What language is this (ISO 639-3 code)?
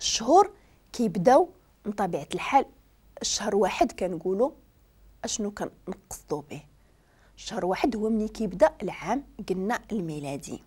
ary